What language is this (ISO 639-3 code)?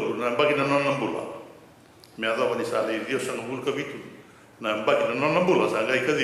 fij